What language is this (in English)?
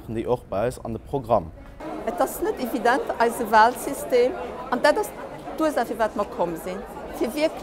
Luxembourgish